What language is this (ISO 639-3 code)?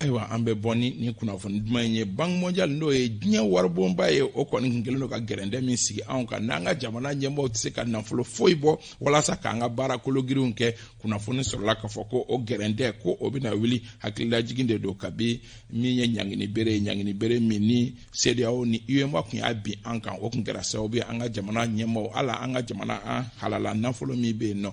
bam